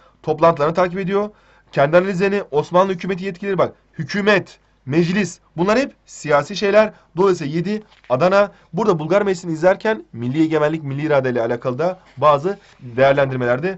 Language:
Turkish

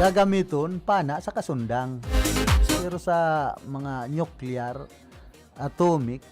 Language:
Bikol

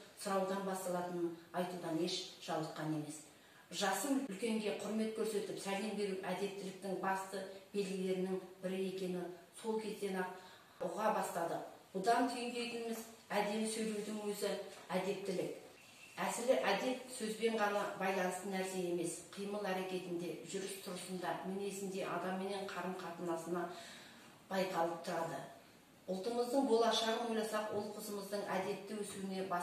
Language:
Kazakh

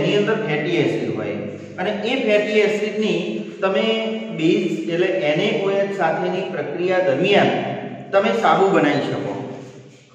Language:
Gujarati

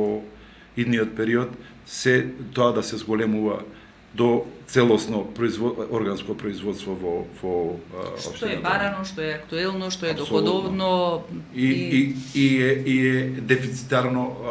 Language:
Macedonian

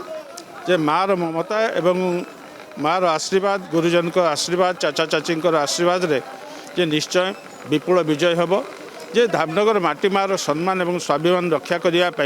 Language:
Odia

